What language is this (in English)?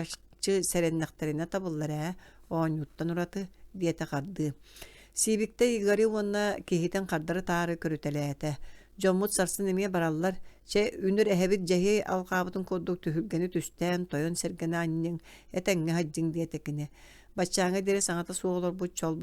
Yakut